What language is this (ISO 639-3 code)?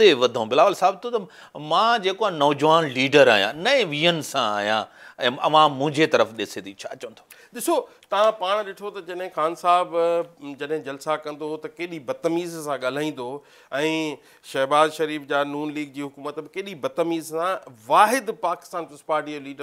snd